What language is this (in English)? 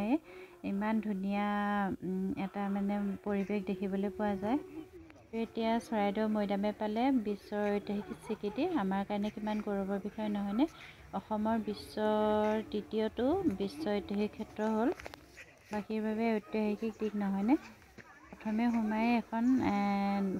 Assamese